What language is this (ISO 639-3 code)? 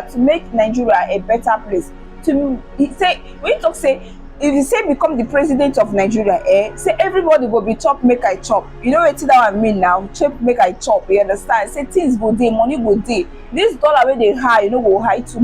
pcm